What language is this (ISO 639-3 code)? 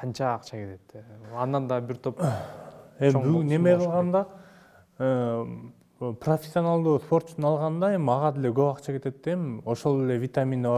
kir